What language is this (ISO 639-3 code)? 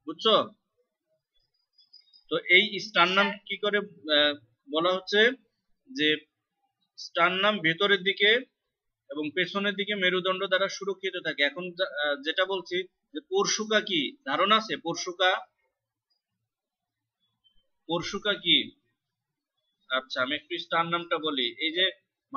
ben